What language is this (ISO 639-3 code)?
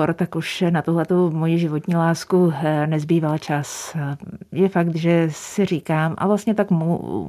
ces